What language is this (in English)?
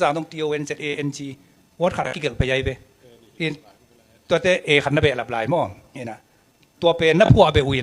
Tedim Chin